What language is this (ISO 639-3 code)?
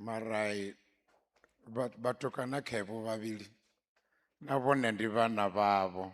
ven